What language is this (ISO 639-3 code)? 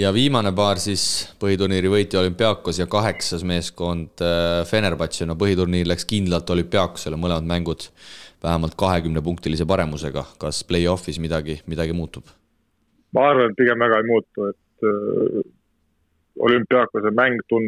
est